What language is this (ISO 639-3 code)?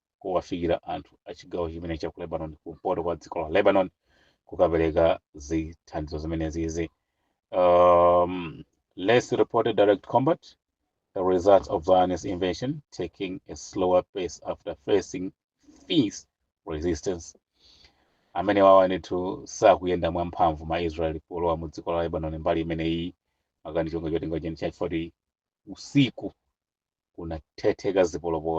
nya